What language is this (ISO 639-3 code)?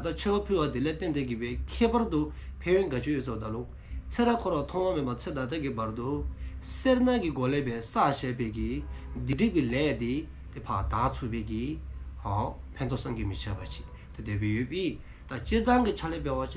dzo